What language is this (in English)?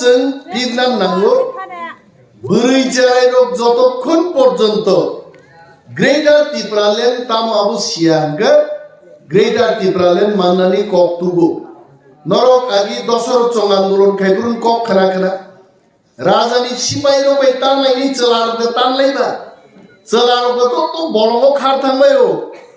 Kok Borok